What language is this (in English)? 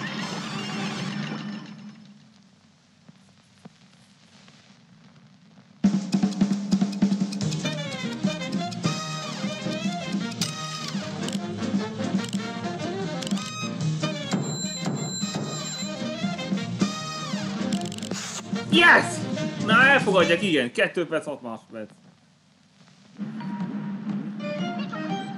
Hungarian